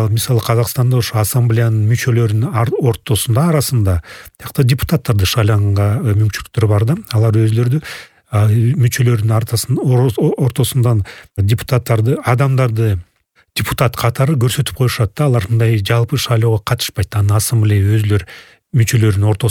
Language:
Kyrgyz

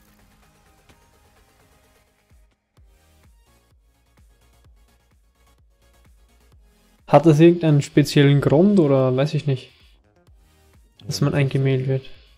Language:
German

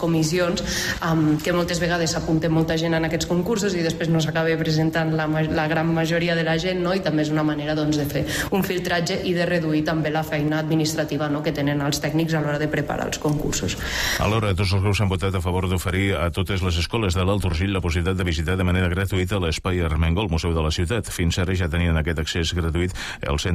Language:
Catalan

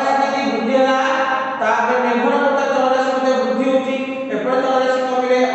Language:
Odia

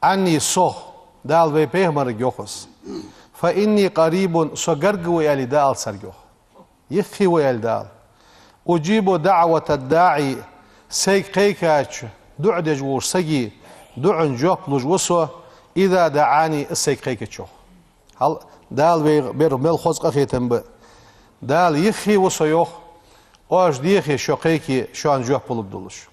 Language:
Ingush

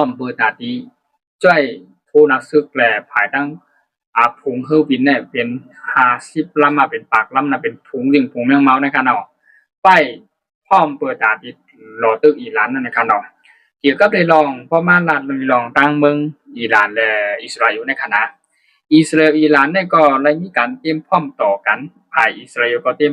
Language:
Shan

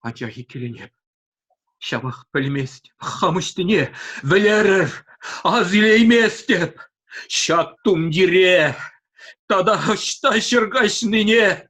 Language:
Chuvash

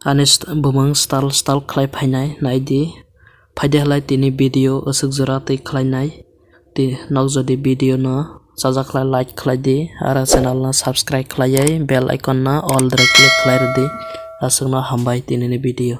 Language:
Kok Borok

